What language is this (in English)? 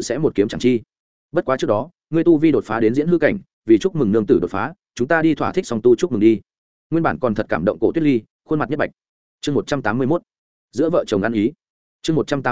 Vietnamese